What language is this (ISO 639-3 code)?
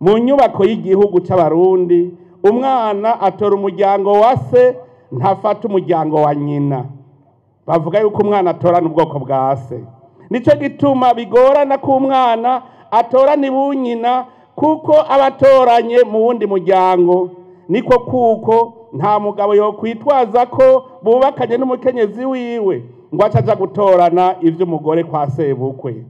run